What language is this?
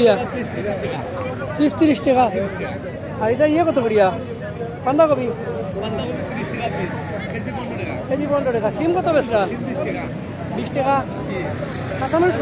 Sylheti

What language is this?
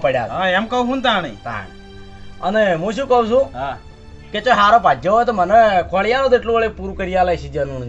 Gujarati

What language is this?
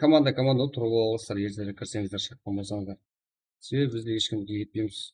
Kara-Kalpak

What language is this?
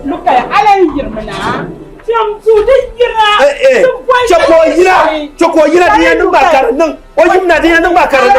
Dagbani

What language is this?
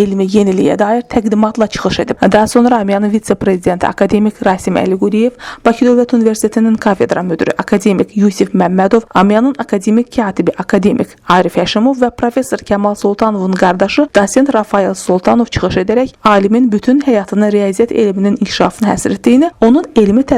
Azerbaijani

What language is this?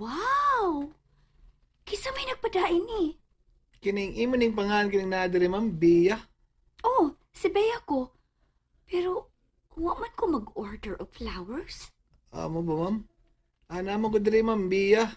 Cebuano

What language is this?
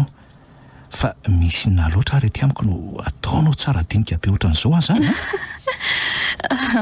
Malagasy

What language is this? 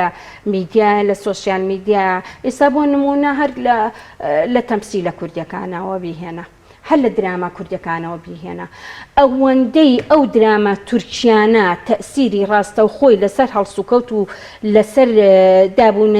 Central Kurdish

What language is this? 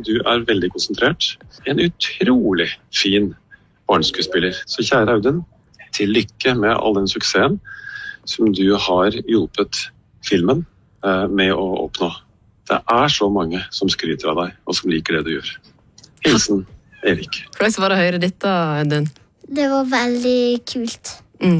Norwegian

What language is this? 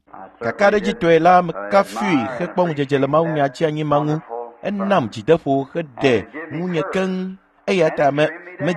Ewe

